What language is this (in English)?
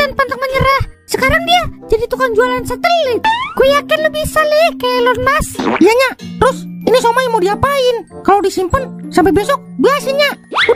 Betawi